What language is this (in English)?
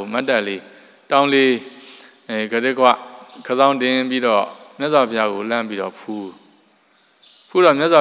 Burmese